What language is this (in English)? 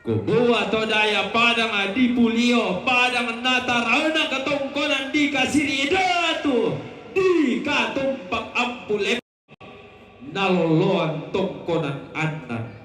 Toraja-Sa'dan